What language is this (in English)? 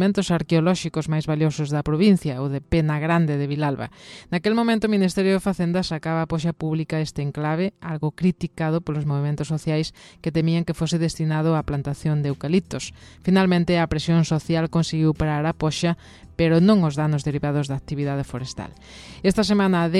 Galician